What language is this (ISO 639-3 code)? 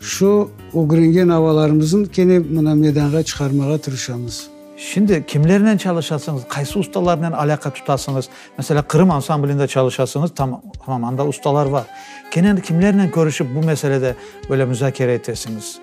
crh